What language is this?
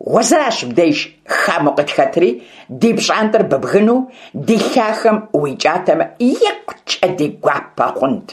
Kabardian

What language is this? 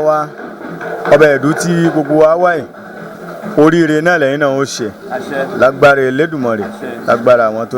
Yoruba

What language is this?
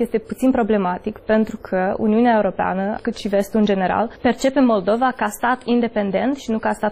Romanian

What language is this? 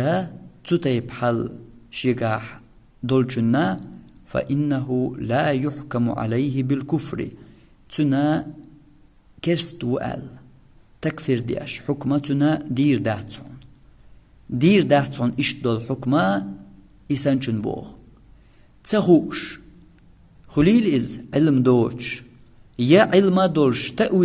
Chechen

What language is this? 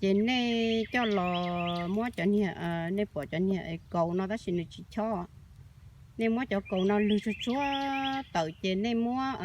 Hmong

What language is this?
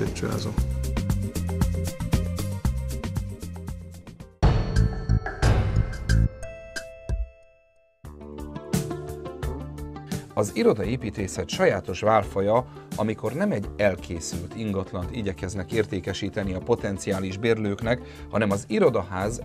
Hungarian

